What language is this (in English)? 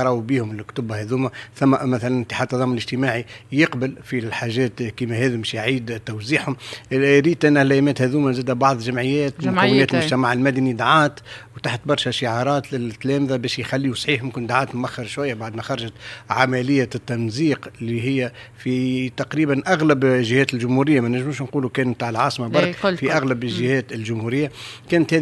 Tunisian Arabic